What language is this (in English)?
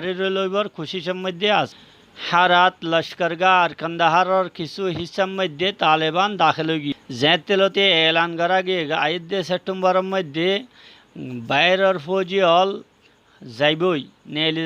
Rohingya